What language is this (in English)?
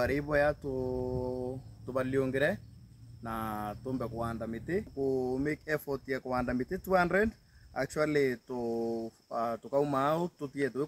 Meru